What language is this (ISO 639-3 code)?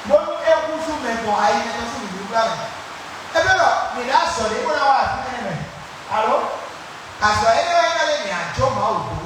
fon